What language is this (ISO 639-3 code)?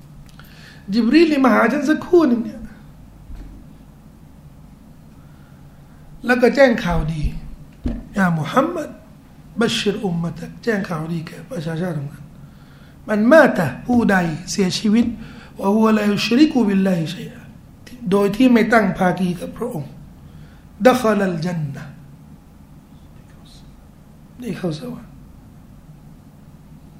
tha